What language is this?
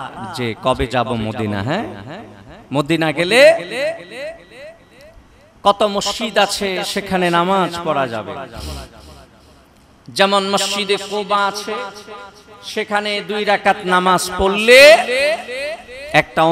Bangla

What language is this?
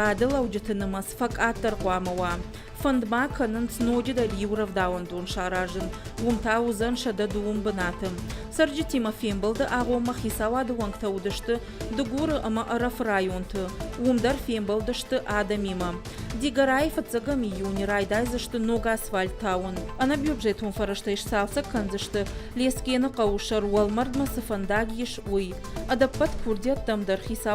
Ossetic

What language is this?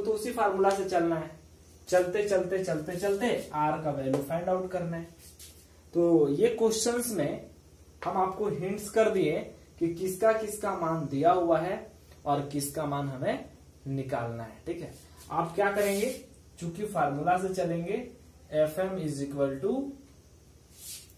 Hindi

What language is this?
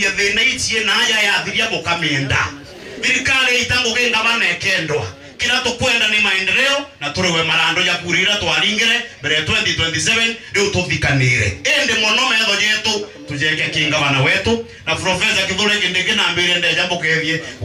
Meru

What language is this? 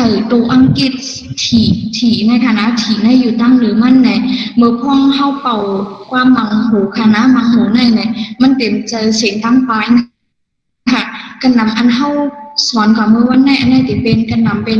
Shan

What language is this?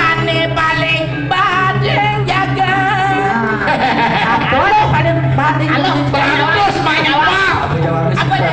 Balinese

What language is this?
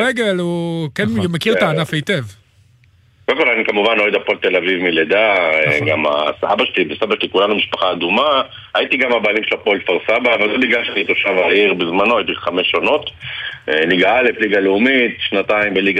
Hebrew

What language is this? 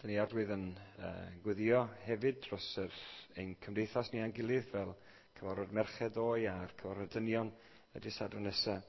Welsh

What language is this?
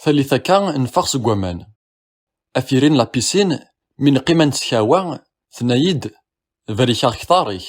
Kabyle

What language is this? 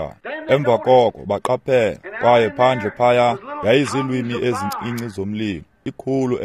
Xhosa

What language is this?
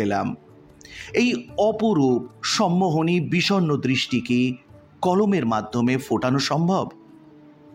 Bangla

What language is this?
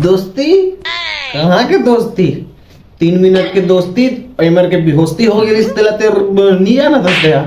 Chhattisgarhi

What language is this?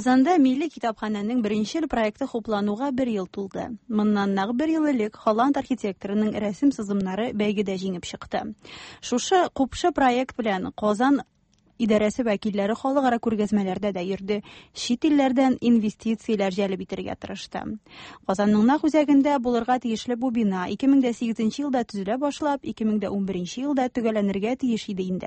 Tatar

